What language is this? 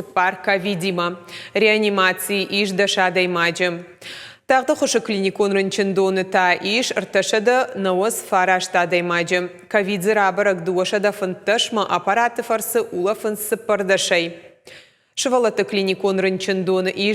Ossetic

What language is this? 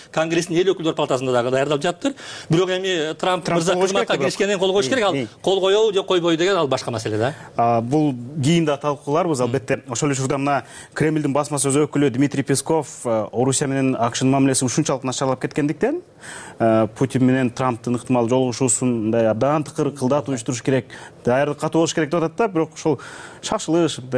Kyrgyz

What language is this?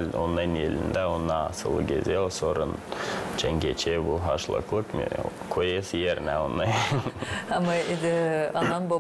Gagauz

